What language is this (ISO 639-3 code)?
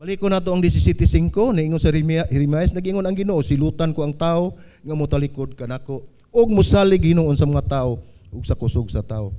ceb